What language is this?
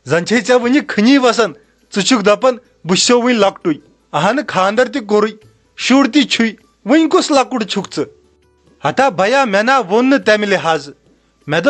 Kashmiri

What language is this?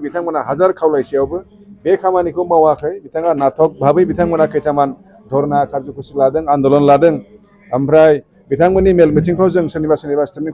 Bodo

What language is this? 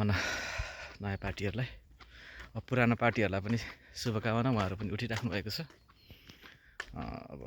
Nepali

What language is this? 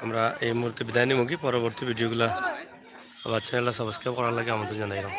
Sylheti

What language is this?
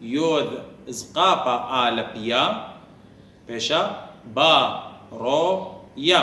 Assyrian Neo-Aramaic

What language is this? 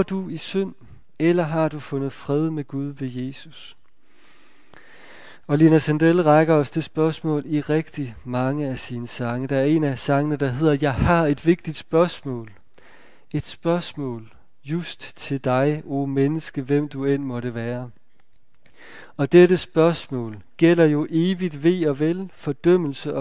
Danish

